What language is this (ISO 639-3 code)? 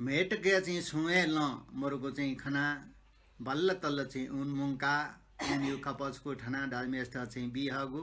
new